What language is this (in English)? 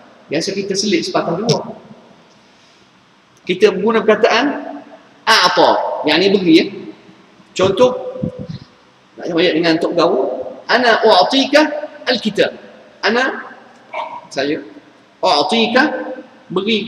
Malay